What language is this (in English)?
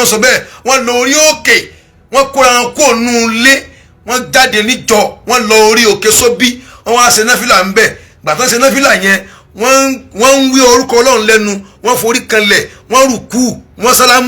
Yoruba